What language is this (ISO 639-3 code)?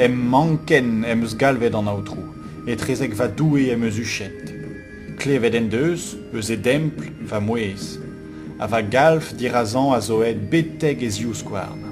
bre